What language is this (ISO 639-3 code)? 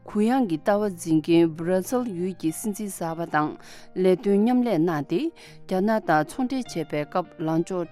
bod